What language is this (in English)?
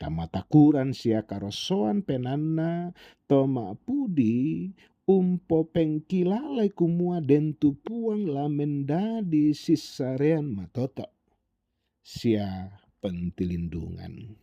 Toraja-Sa'dan